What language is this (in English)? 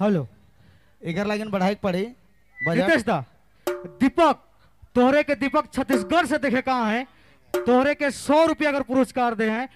Sadri